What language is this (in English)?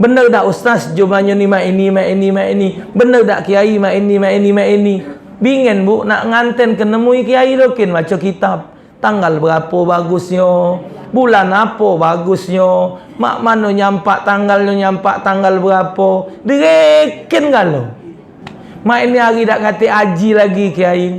Musi